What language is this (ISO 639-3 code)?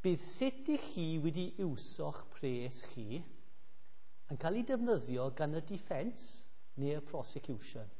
cym